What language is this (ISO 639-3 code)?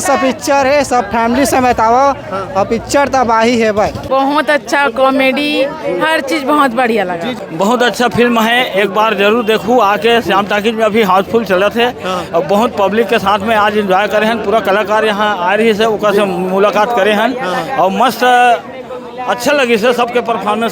hne